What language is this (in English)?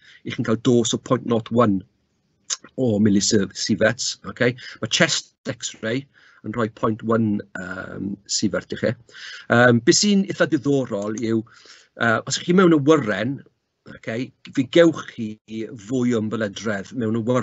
Welsh